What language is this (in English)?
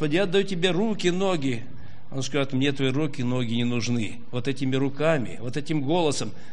Russian